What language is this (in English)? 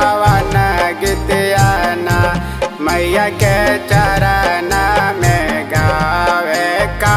Bhojpuri